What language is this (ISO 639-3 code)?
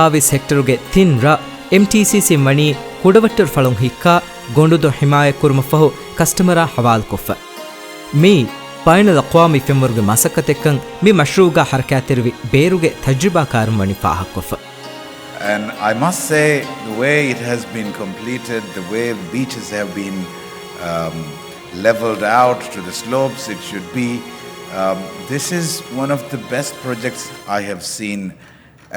div